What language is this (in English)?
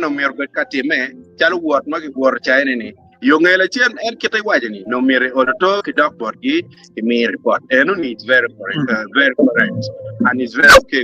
Acoli